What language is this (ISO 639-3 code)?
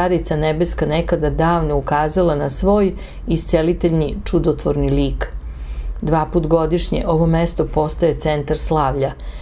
srp